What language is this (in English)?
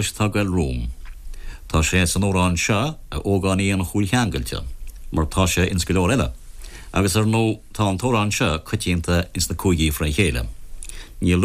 Irish